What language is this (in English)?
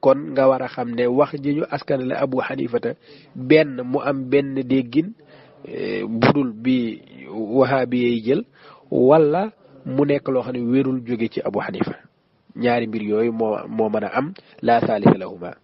Wolof